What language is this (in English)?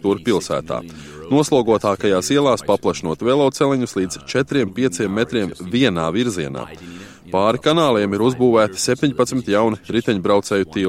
Latvian